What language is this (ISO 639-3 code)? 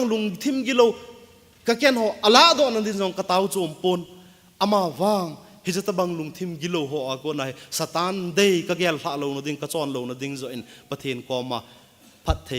tcz